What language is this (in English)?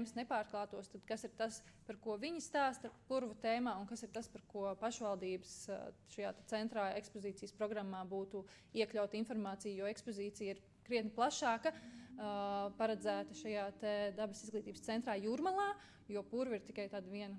Latvian